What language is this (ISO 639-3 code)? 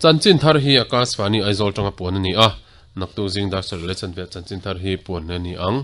lus